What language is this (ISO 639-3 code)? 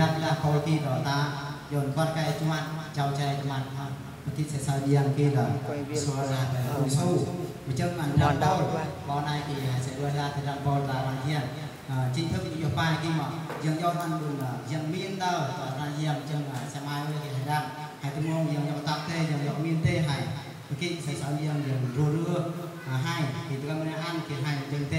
bru